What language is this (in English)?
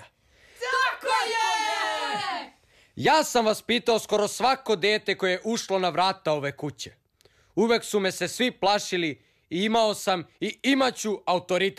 Serbian